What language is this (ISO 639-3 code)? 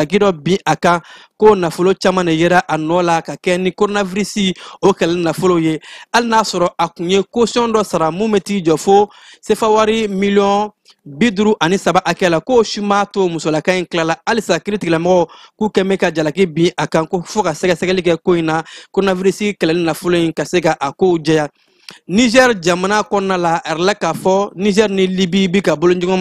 bam